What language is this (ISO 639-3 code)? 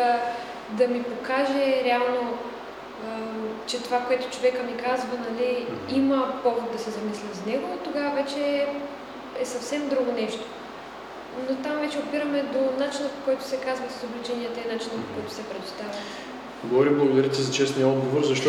bul